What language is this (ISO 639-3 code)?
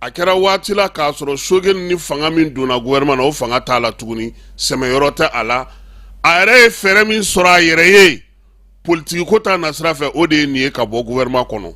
bam